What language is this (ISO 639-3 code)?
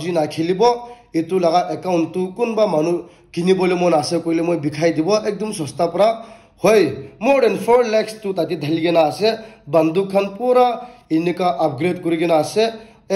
nag